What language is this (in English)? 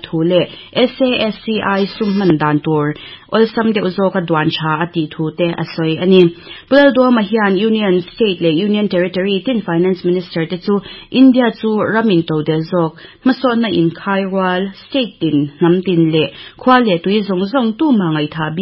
Mizo